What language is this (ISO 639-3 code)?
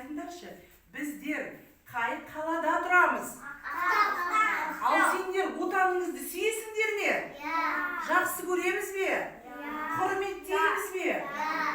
kaz